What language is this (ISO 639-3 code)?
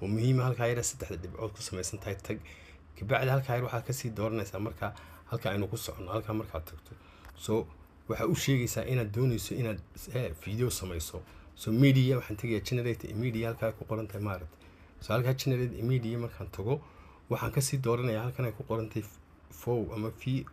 som